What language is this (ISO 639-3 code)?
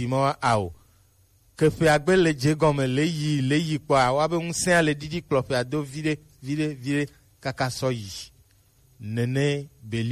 gej